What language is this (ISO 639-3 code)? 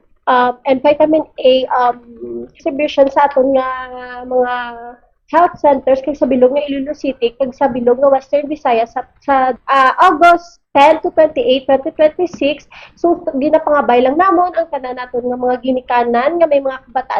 hil